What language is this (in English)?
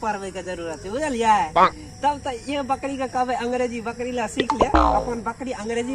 Maithili